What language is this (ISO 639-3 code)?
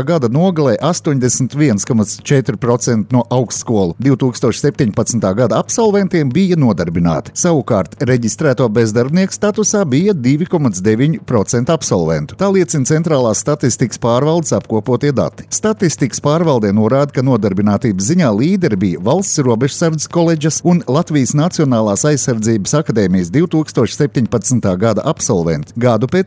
lav